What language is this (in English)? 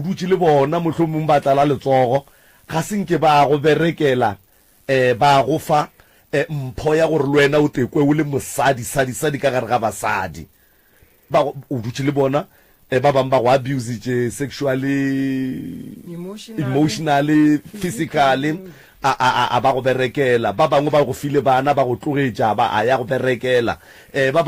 Northern Sotho